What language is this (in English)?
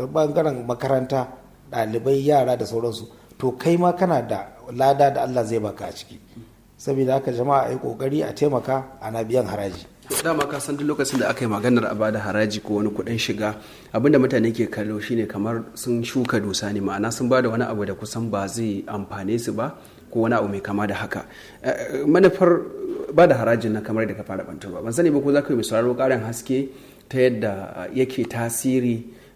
Hausa